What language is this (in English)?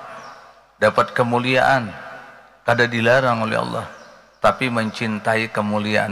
Banjar